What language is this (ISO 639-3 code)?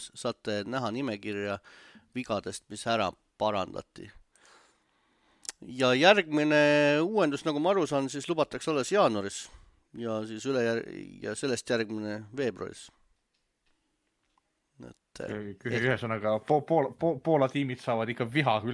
est